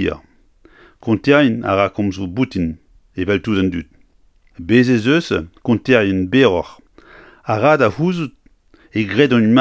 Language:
Breton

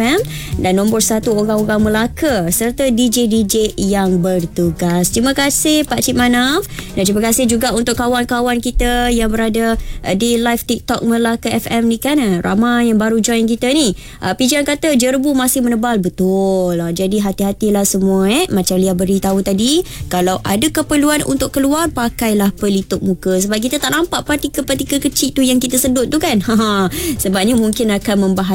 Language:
Malay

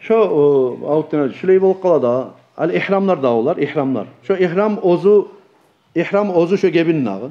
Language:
Kumyk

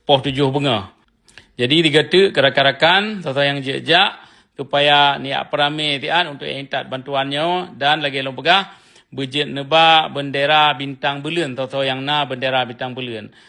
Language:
Achinese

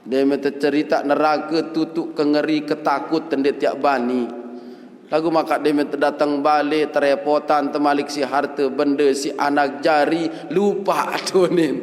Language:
Sasak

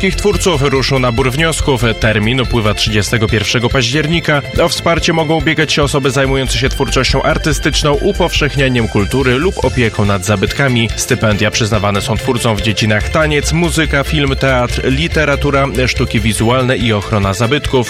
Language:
Polish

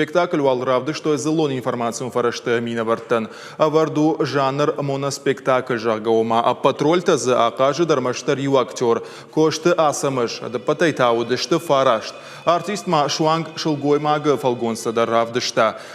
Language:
Ossetic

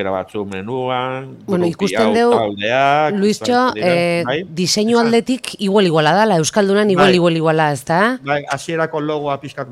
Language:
Basque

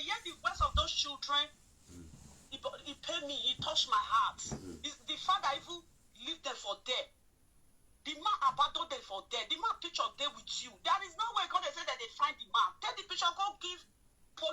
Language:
Nigerian Pidgin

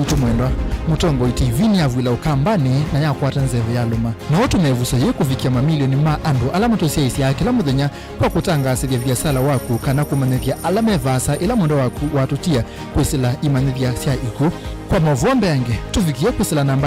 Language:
Kamba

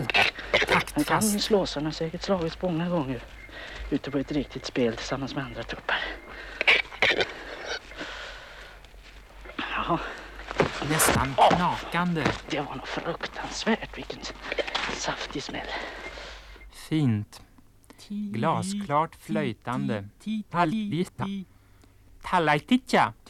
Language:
Swedish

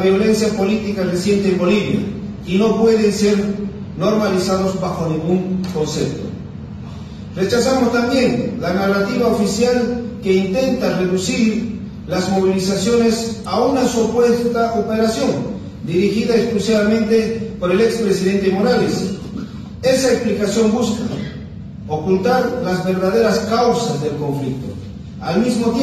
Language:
Spanish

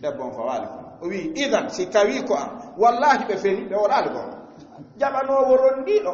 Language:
Fula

